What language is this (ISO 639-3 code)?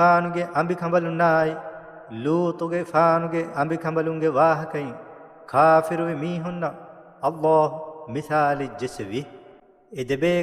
div